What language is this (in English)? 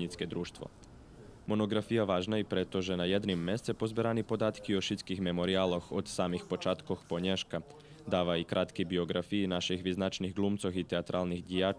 Rusyn